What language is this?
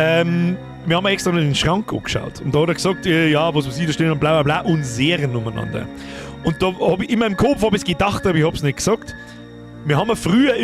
Bavarian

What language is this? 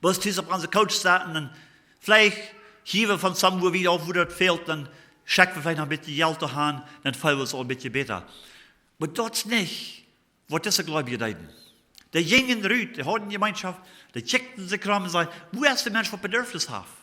Plautdietsch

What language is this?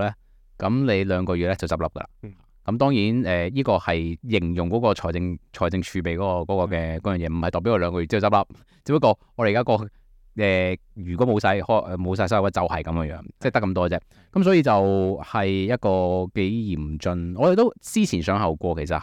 Cantonese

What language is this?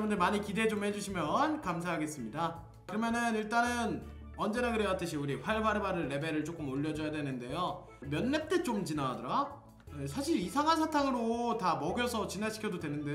Korean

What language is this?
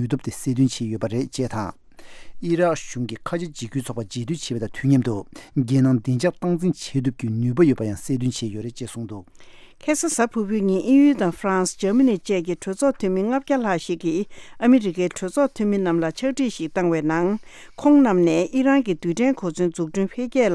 Tibetan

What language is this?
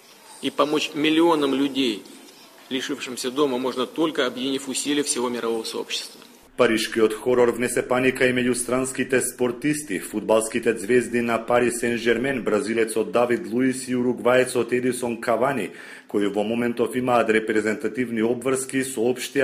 Macedonian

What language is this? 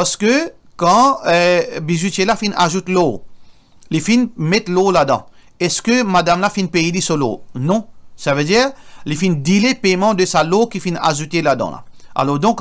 Morisyen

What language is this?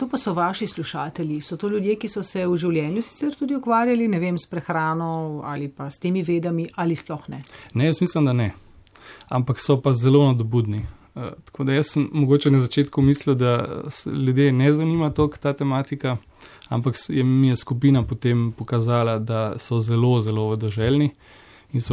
Slovenian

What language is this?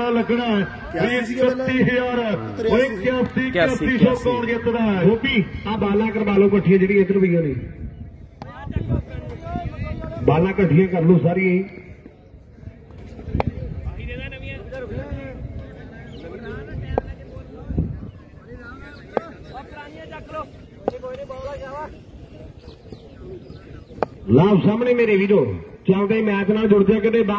Punjabi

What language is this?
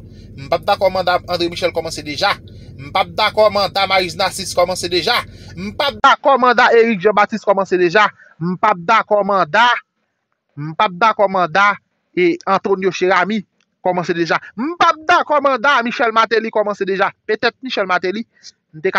Haitian Creole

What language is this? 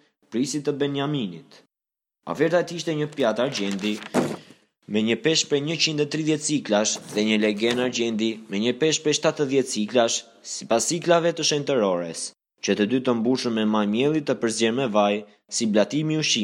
Albanian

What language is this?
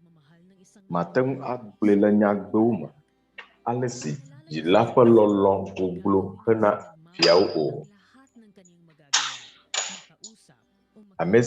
Ewe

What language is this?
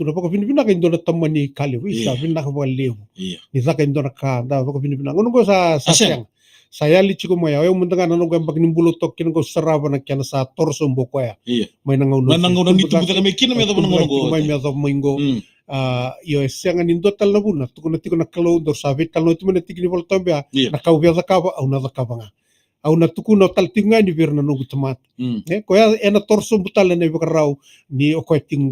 Fijian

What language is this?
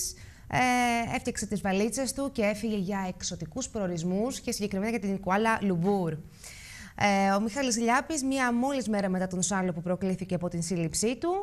Greek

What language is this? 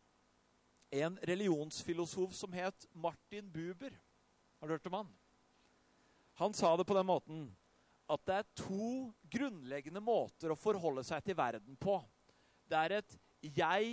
Norwegian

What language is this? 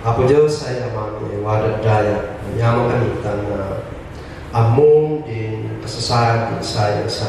Kankanaey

